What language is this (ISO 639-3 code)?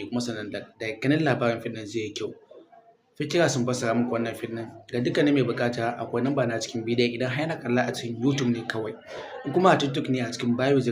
hau